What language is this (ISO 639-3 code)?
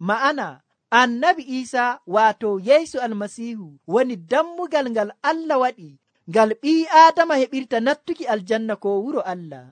fuv